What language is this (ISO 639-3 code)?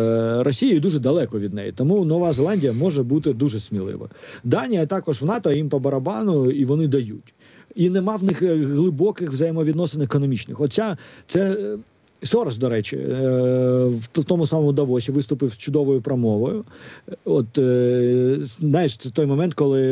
ukr